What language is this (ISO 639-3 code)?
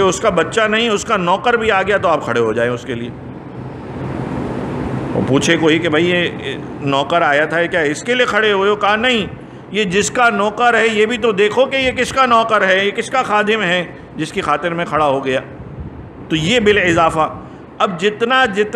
urd